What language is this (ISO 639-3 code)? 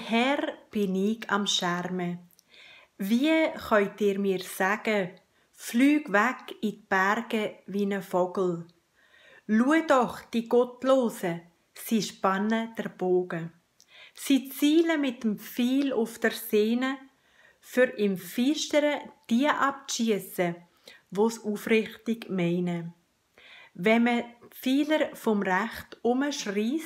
gsw